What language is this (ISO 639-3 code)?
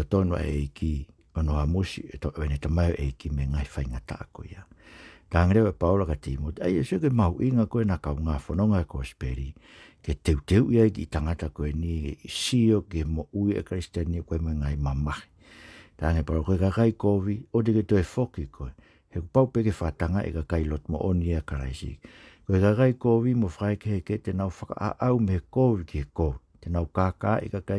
ton